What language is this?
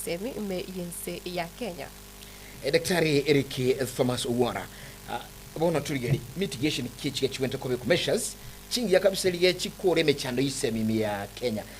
Gusii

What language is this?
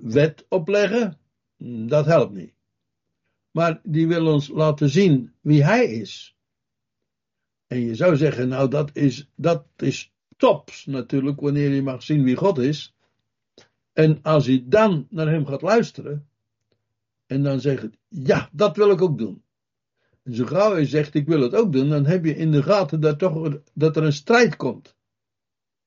Dutch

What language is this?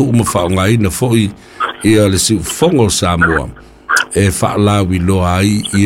Samoan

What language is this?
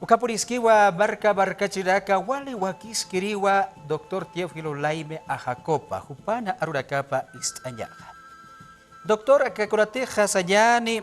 Aymara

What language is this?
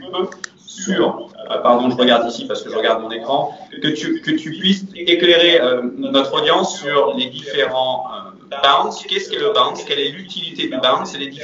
French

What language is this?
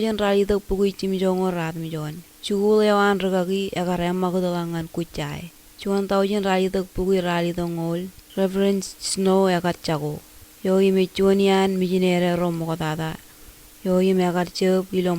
Marshallese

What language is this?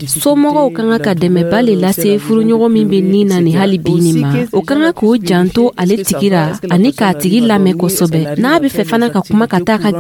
Dyula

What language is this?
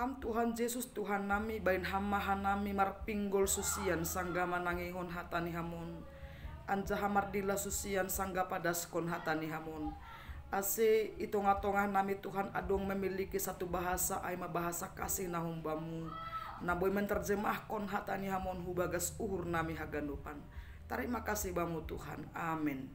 Batak Simalungun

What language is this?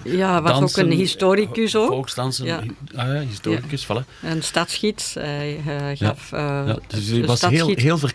Dutch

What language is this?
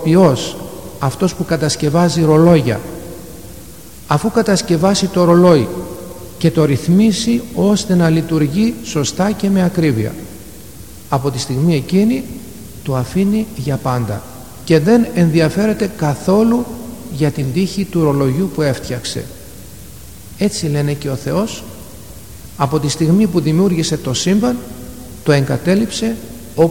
Greek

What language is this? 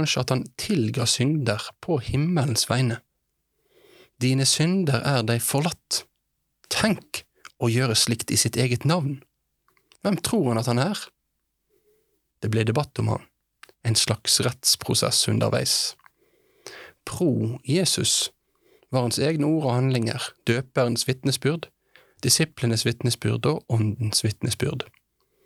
Norwegian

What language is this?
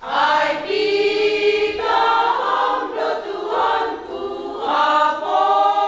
Batak Simalungun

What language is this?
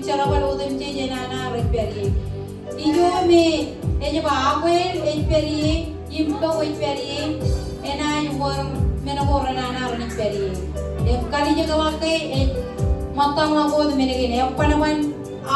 Marshallese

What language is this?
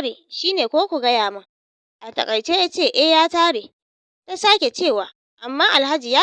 Hausa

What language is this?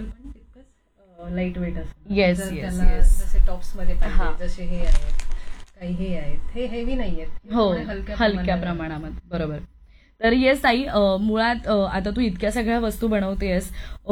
Marathi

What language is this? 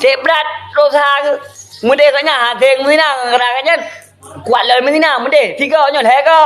Achinese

